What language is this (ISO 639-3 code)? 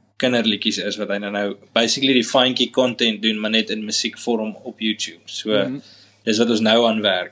afr